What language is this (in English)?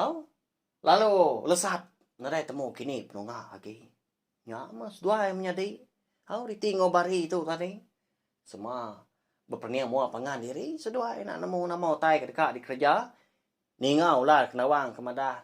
Iban